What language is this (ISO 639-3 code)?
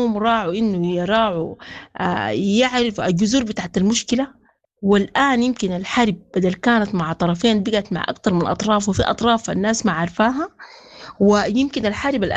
apd